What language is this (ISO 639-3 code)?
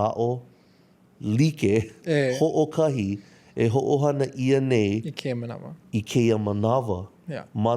haw